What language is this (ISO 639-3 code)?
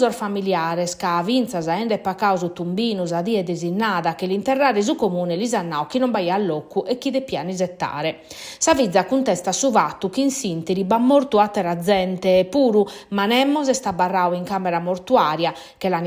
srd